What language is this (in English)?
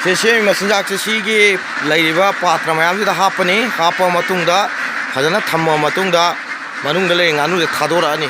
Manipuri